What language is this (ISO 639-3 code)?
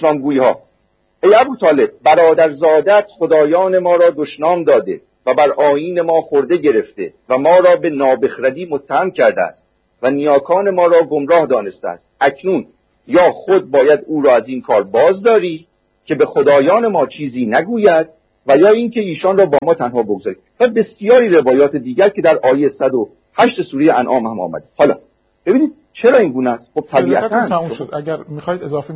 fas